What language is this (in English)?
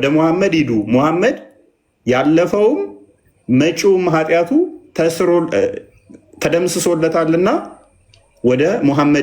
Amharic